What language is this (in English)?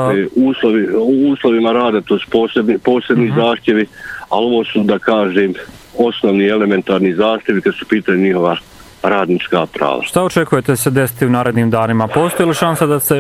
Bosnian